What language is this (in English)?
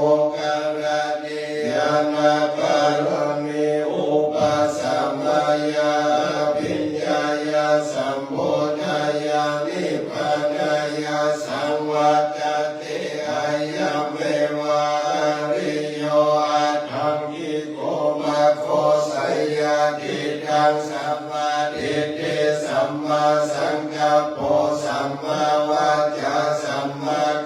Pali